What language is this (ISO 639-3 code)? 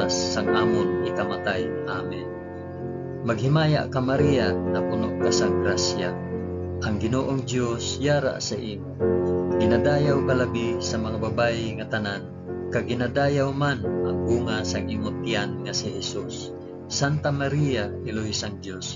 hil